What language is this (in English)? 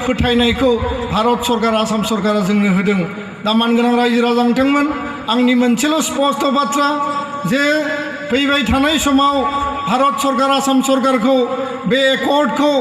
Bodo